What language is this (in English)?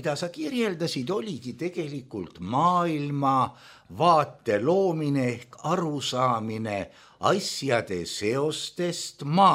Estonian